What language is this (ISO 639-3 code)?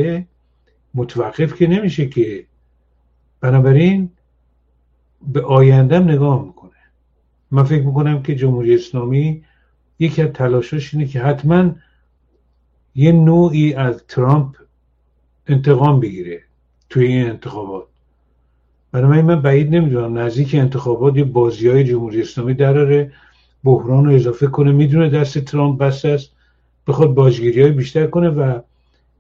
fas